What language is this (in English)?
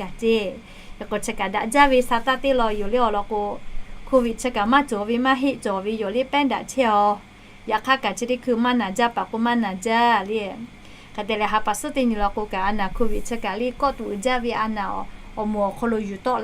Lahu